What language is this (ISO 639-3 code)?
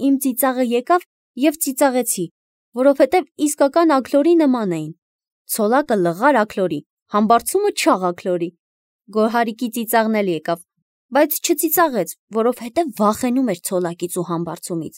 hye